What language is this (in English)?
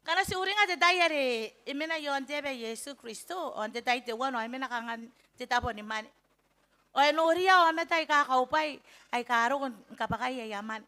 Gilbertese